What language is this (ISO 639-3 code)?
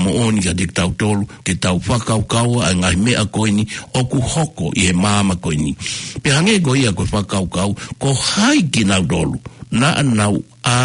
ton